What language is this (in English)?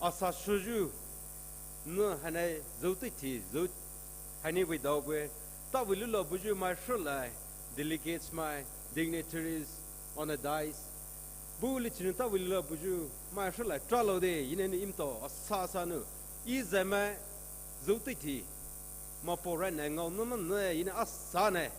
Poumei Naga